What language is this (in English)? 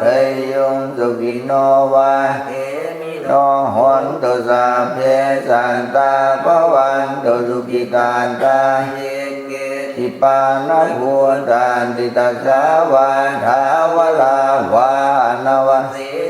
Pali